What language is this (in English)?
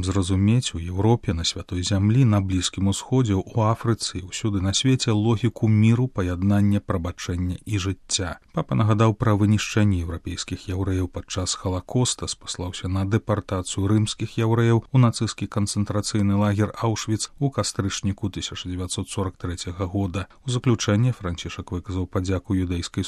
Belarusian